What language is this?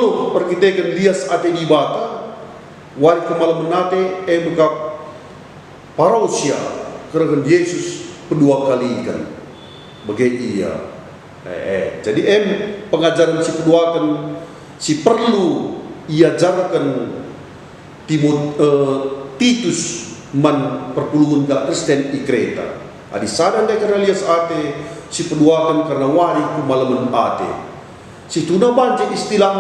Batak Karo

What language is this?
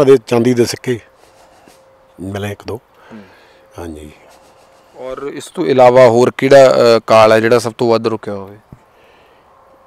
Punjabi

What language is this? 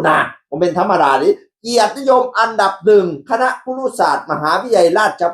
Northeastern Thai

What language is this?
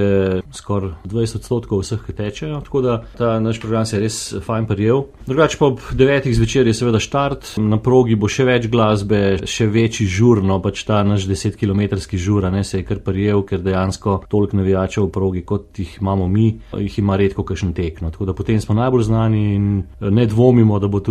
Slovenian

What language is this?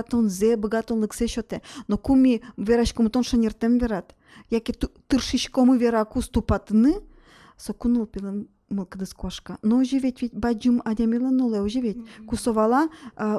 Udmurt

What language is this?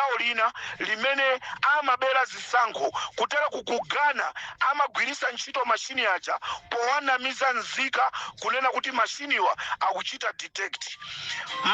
Nyanja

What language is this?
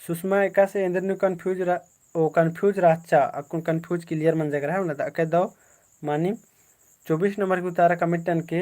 Kurukh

